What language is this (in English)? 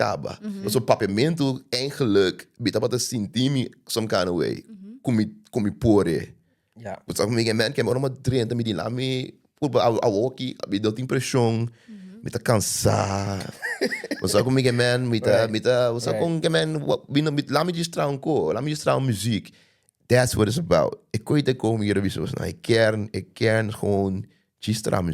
Papiamento